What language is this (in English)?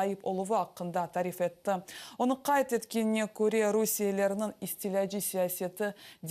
Crimean Tatar